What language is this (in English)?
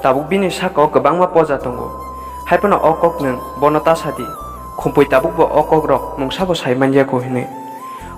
Kok Borok